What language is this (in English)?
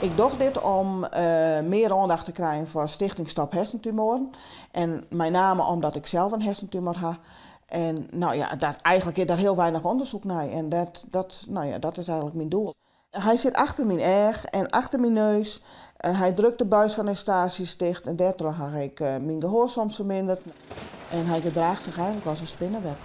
Western Frisian